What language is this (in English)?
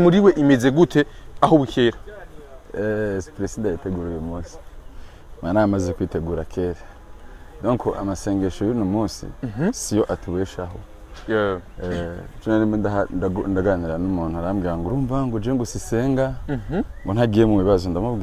Rundi